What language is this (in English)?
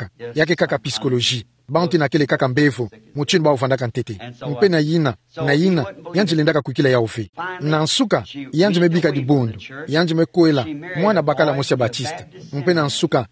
Kituba (Democratic Republic of Congo)